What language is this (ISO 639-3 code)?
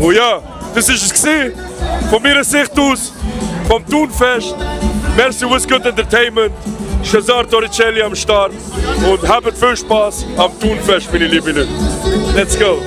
gsw